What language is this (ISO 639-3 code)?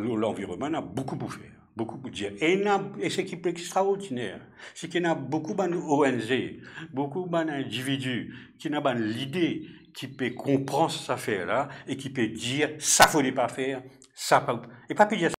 mfe